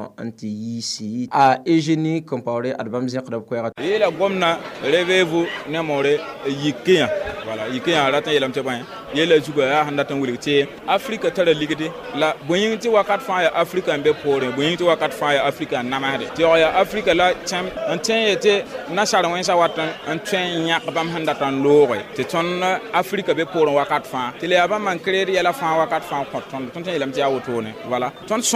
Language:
Mossi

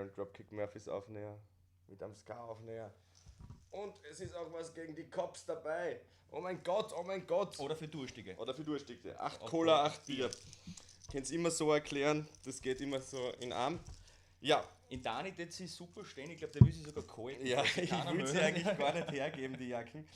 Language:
Bavarian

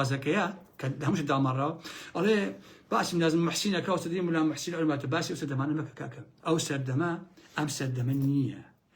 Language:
Central Kurdish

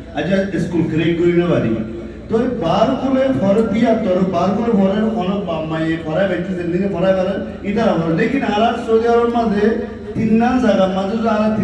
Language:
Rohingya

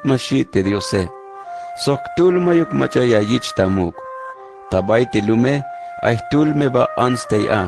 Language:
Tzeltal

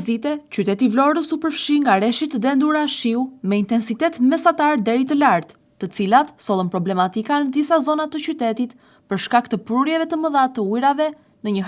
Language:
Albanian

